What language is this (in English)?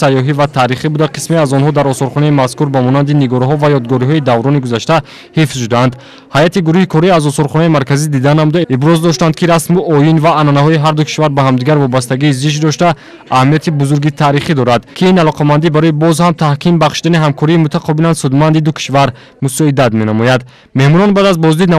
Tajik